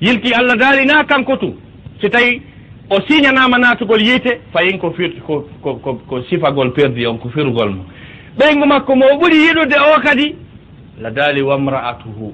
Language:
Fula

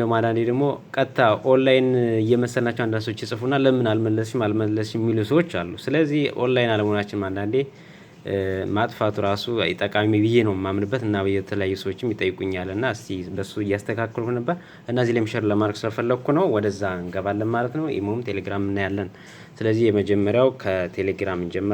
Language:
Amharic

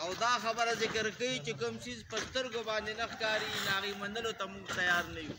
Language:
Pashto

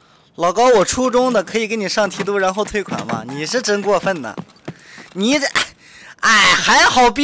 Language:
Chinese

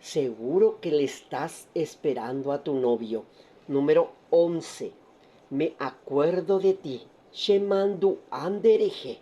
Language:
Guarani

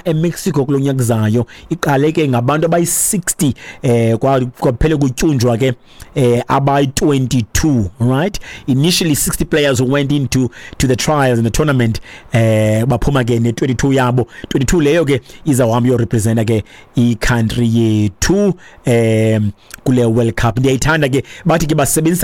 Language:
Xhosa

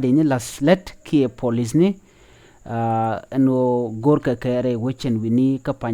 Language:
Nuer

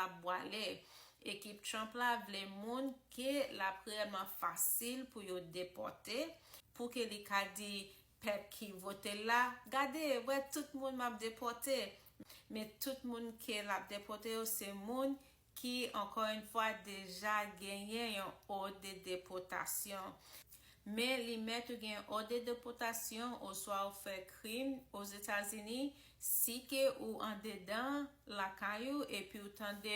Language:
Haitian Creole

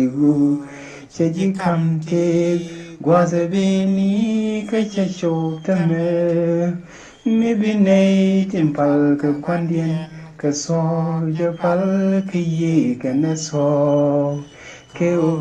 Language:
Nuer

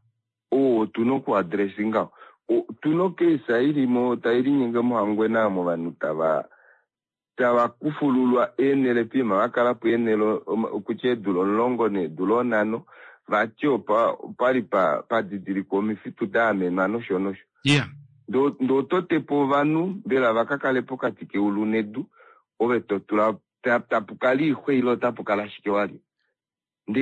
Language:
Kuanyama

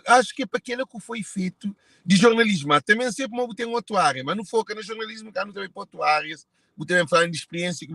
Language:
Kabuverdianu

